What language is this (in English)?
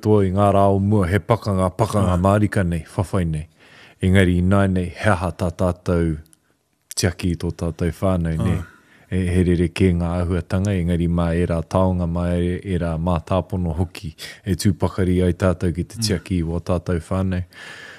Māori